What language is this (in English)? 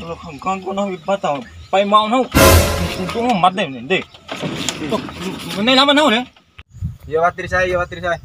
Bima